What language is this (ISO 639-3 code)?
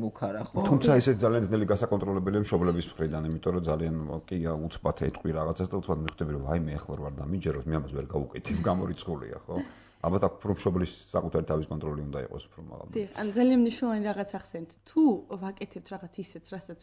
kat